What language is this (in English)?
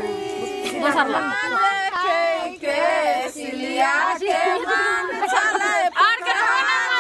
Bhojpuri